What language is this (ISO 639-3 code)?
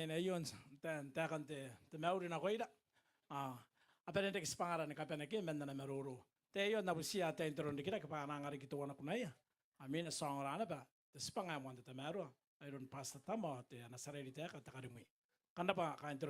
gil